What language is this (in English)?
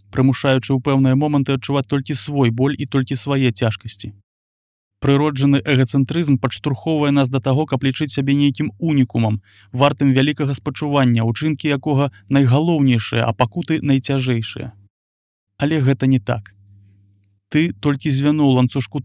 Belarusian